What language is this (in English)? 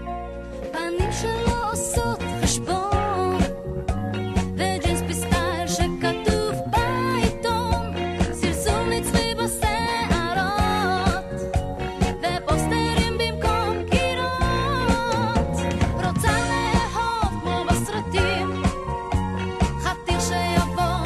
Hebrew